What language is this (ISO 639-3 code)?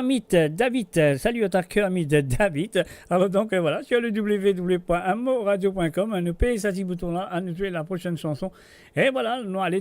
mfe